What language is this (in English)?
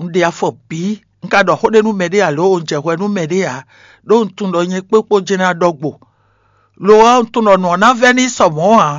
Fon